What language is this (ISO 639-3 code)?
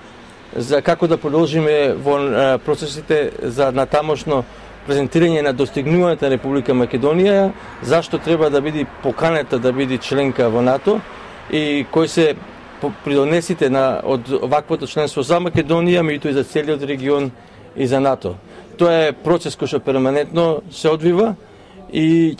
mkd